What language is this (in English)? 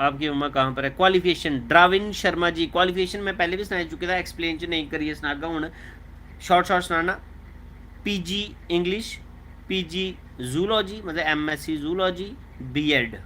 Dogri